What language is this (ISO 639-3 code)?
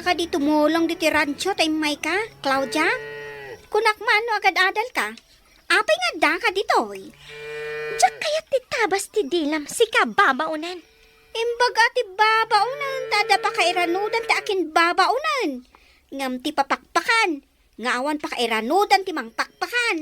ilo